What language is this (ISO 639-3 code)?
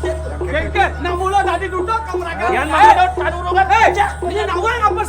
ban